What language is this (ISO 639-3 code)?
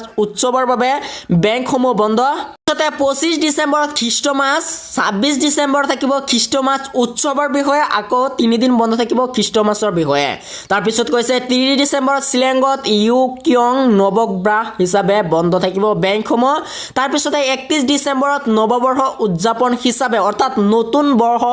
asm